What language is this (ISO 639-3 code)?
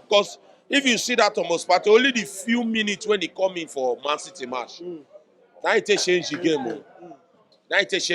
pcm